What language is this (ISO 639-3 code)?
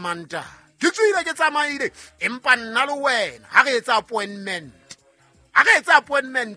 sot